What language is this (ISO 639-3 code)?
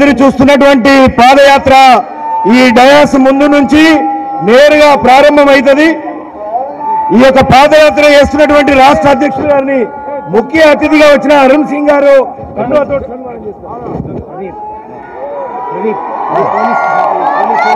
tel